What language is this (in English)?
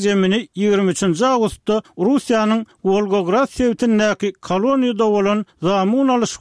Turkmen